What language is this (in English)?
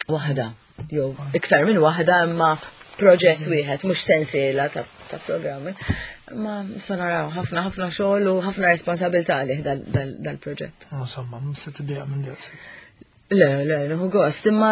Maltese